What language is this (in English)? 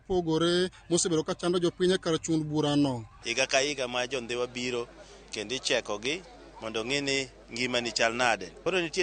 Luo (Kenya and Tanzania)